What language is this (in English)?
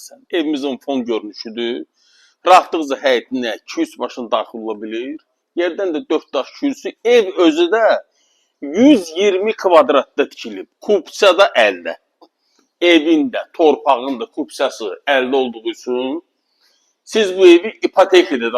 Azerbaijani